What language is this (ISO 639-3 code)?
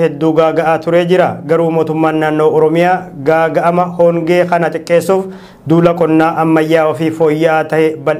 orm